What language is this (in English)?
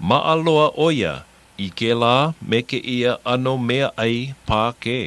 Hawaiian